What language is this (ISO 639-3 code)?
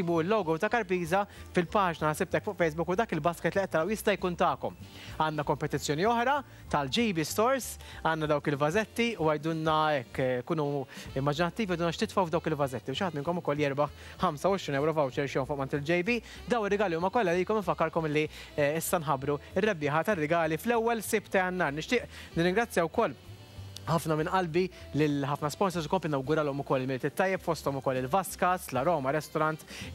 mlt